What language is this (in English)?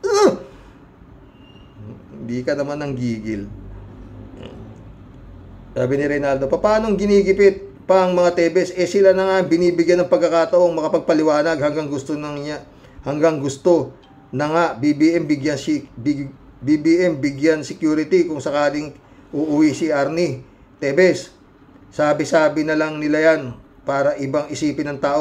Filipino